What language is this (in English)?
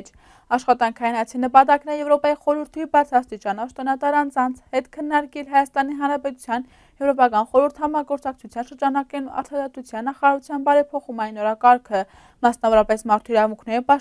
Armenian